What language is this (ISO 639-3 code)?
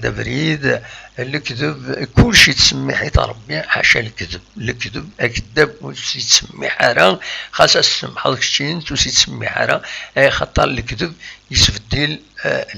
kab